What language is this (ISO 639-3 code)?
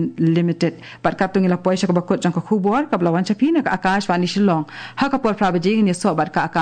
kha